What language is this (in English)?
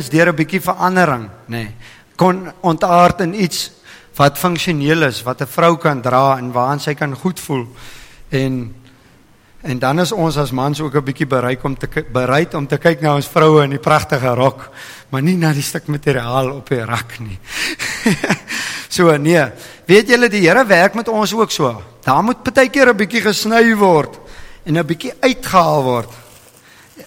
Afrikaans